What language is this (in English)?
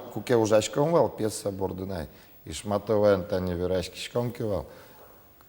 Udmurt